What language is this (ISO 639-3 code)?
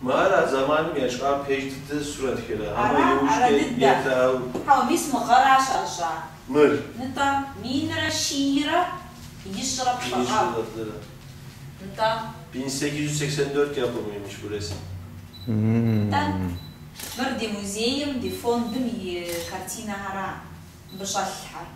kbd